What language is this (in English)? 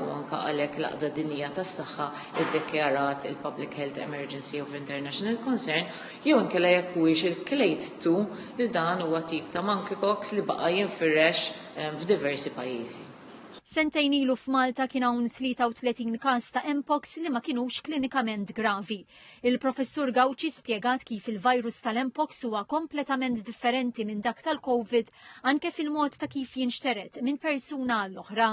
Maltese